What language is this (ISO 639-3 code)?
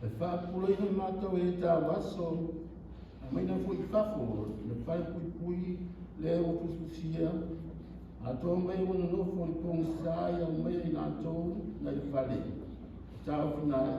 smo